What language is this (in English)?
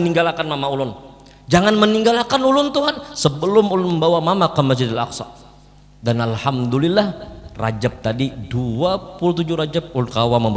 Banjar